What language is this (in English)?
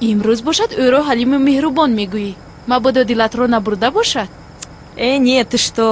Tajik